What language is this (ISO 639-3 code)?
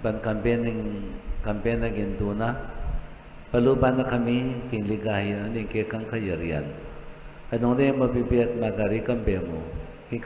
pam